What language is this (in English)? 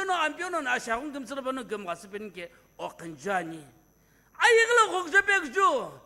Sumi Naga